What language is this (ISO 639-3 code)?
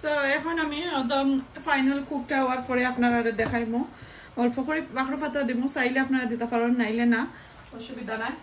syl